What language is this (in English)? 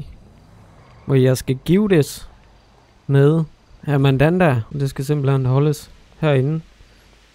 Danish